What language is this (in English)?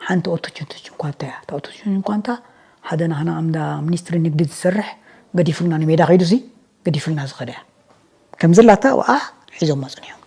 Tigrinya